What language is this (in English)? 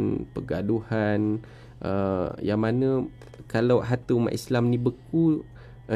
Malay